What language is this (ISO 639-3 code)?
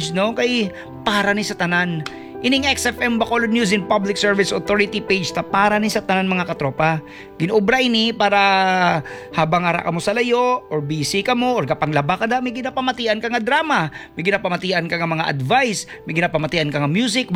hil